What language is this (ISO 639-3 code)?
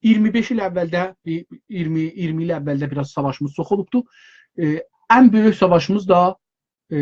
azb